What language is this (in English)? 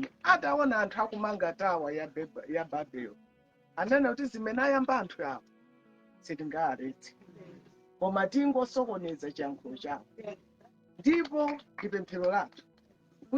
Nyanja